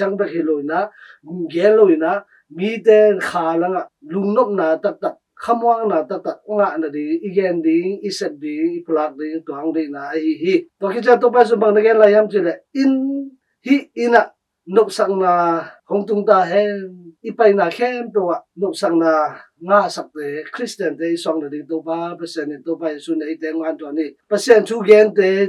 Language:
Tedim Chin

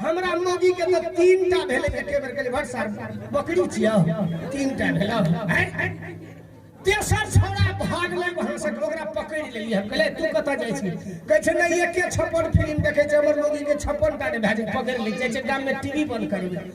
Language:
Maithili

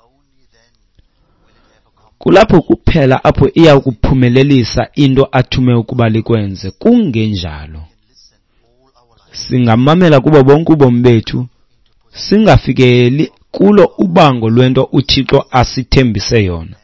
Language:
Xhosa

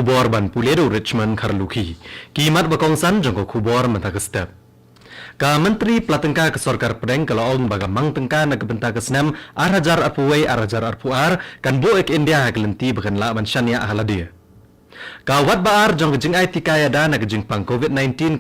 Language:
Khasi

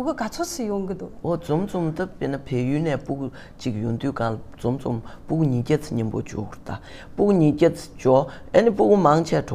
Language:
Tibetan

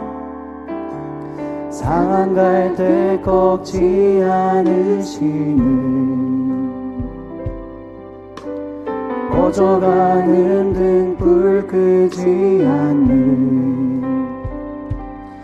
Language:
Korean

